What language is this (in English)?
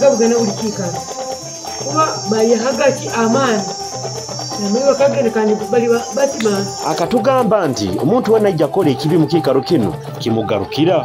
Nyoro